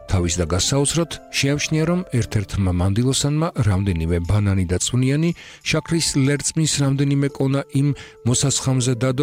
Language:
Georgian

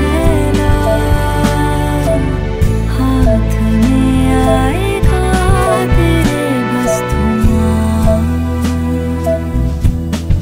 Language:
Hindi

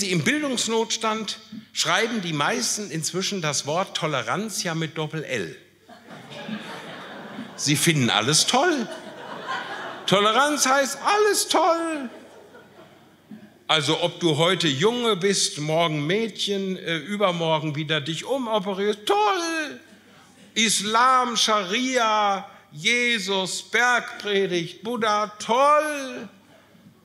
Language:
German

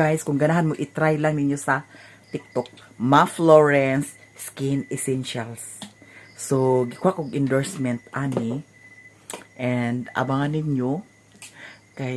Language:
Cebuano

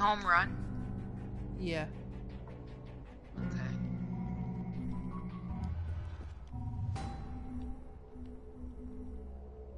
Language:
English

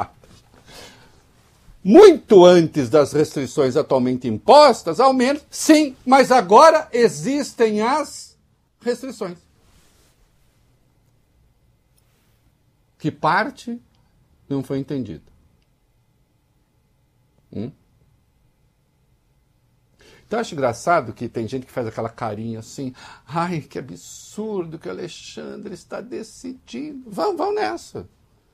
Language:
Portuguese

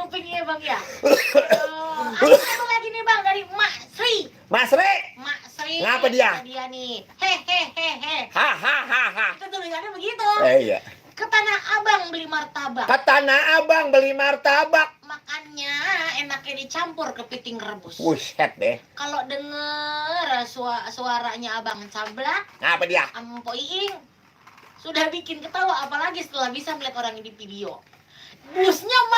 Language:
Betawi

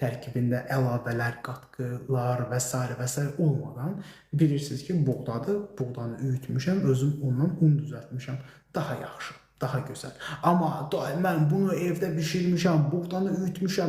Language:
Azerbaijani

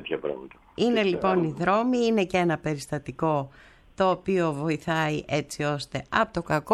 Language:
Greek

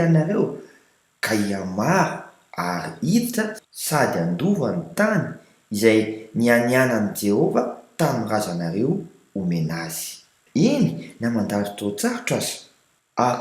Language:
Malagasy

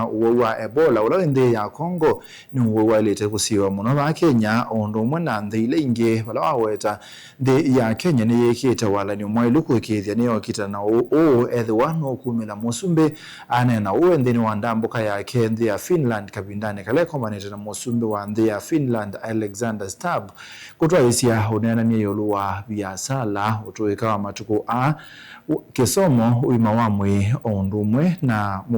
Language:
Kamba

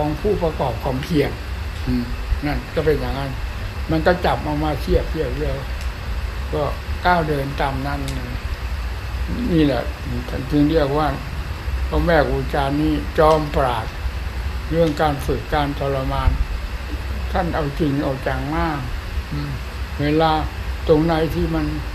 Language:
Thai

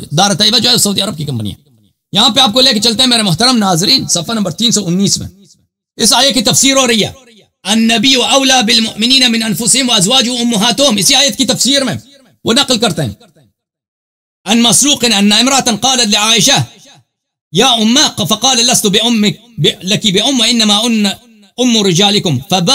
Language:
Urdu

